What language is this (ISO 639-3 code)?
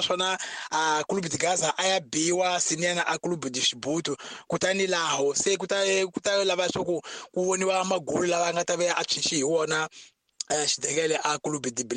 tso